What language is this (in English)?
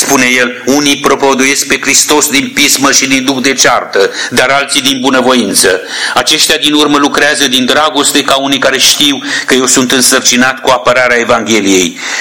Romanian